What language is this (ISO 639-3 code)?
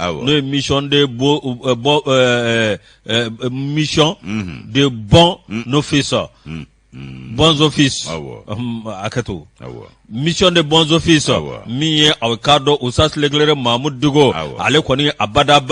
bam